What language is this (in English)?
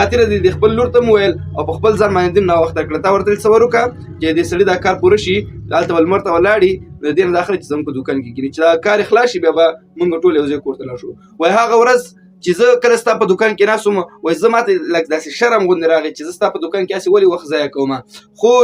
Pashto